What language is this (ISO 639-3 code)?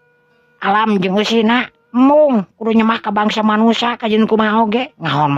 sun